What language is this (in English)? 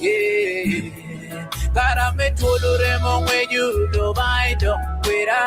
Acoli